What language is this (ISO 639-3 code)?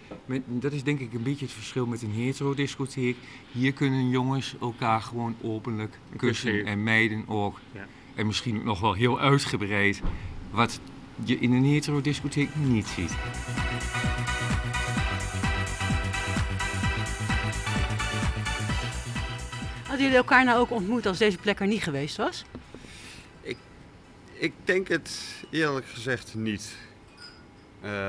nld